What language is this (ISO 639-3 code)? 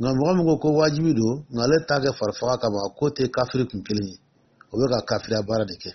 dyu